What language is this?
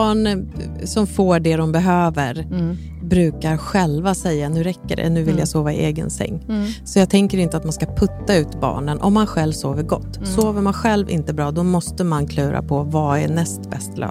Swedish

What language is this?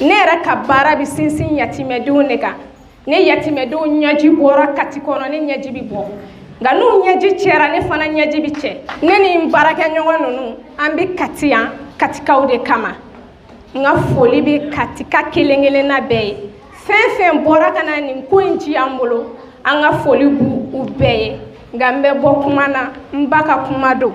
Bambara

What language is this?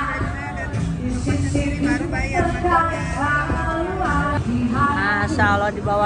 Indonesian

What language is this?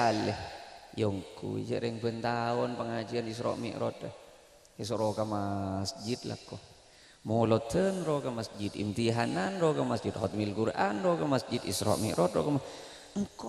Madurese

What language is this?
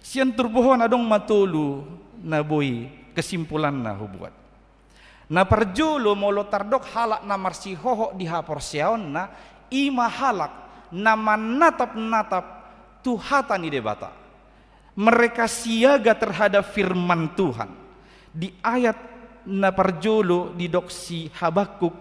Batak Toba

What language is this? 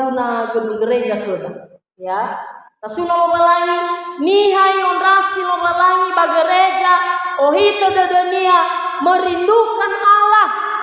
Nias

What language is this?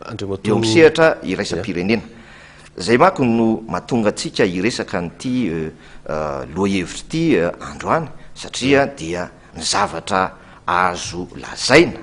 Malagasy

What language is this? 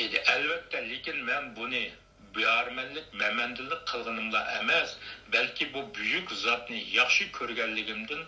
Uyghur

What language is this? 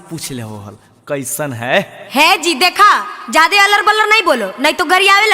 Magahi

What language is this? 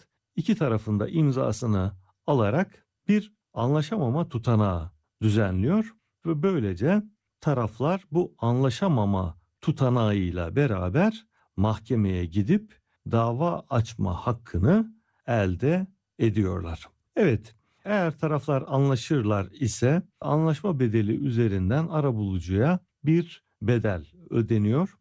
Turkish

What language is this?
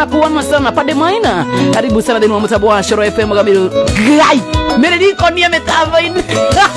Kikuyu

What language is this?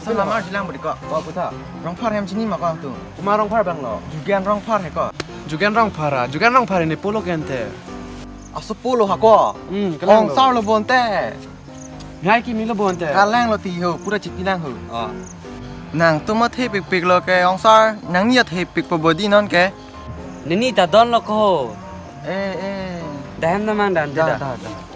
Karbi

